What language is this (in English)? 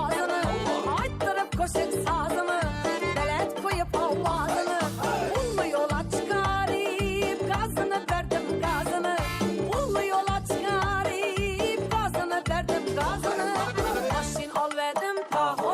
Kara-Kalpak